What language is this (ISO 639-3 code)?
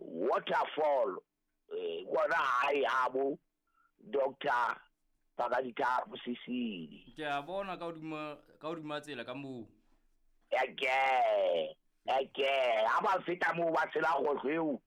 sot